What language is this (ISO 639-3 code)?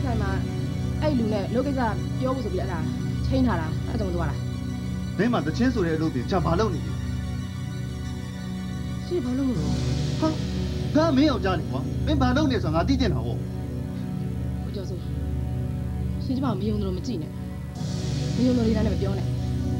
mya